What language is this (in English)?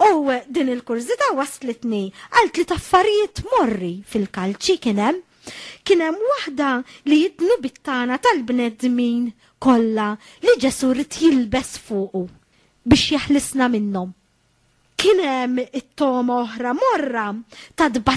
Maltese